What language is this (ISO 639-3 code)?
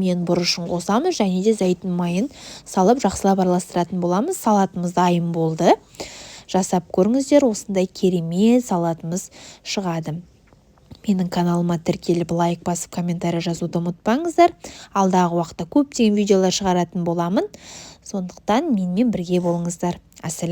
kaz